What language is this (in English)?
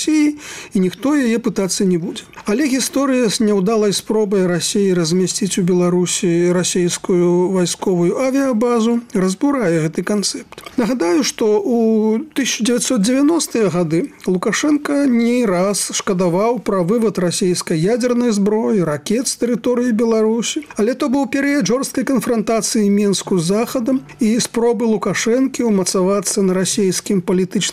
Belarusian